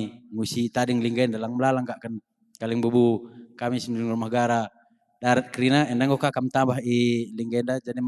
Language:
Batak Karo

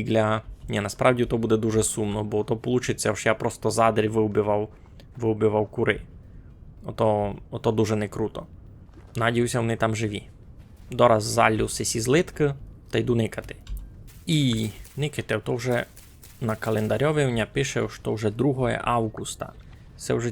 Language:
Rusyn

